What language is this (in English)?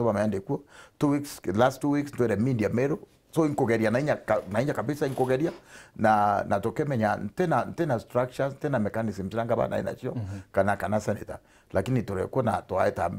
Meru